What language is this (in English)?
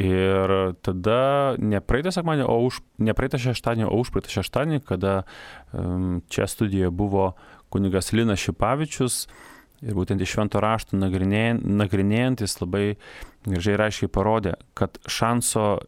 Lithuanian